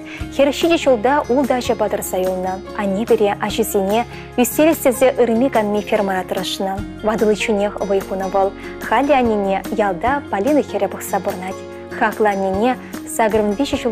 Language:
Chuvash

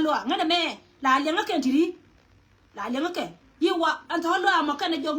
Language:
Nuer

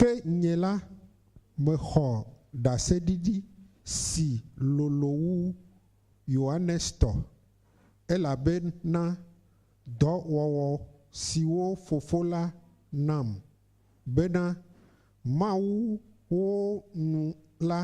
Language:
Ewe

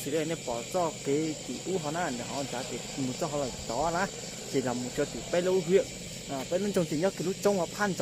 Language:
Hmong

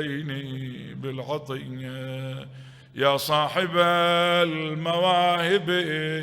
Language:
Mesopotamian Arabic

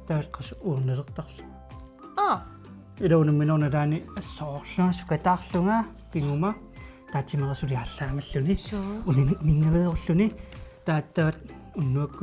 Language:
Kalaallisut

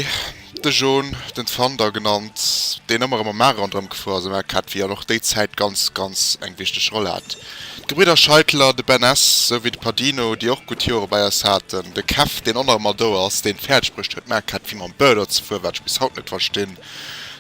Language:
Luxembourgish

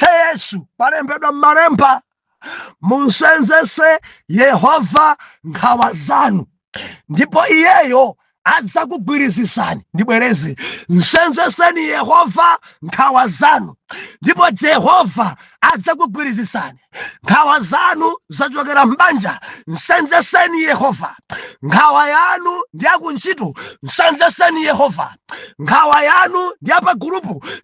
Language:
Nyanja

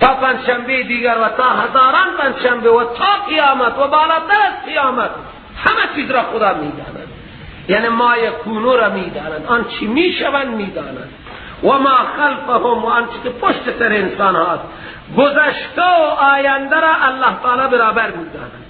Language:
Persian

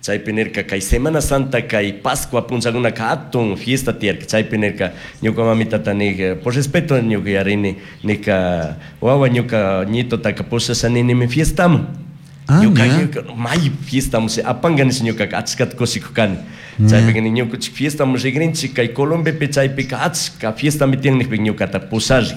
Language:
Chimborazo Highland Quichua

